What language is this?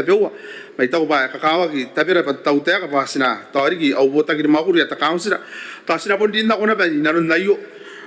Gilbertese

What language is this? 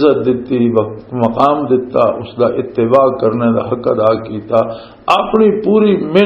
Western Panjabi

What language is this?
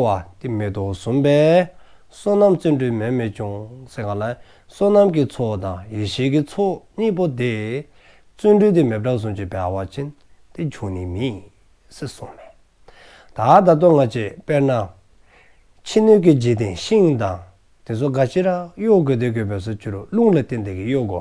Dzongkha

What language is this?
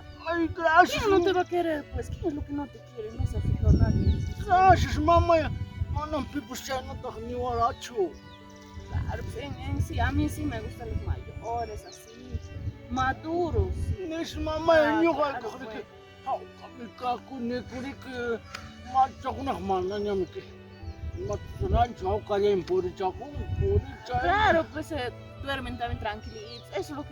Ayacucho Quechua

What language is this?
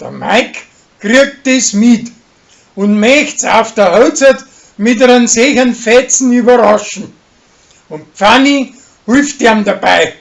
Bavarian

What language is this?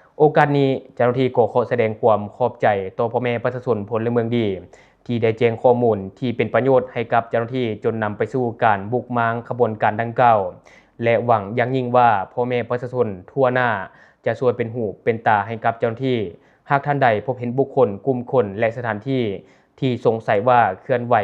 Lao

